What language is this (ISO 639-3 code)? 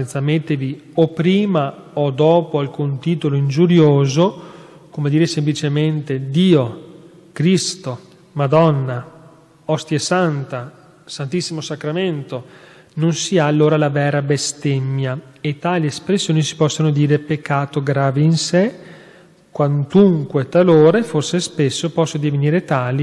ita